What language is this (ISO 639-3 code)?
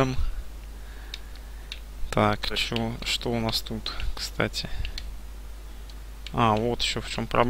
rus